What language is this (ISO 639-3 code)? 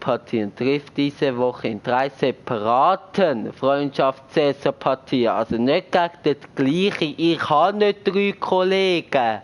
gsw